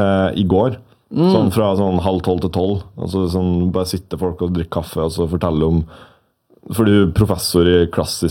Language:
Norwegian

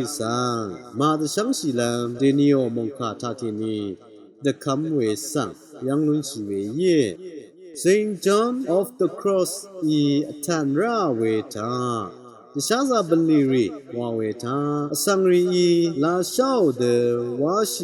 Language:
Rawang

